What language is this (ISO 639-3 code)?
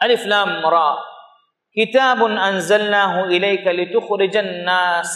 div